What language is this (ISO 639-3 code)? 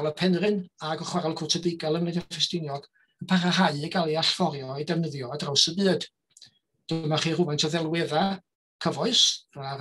cym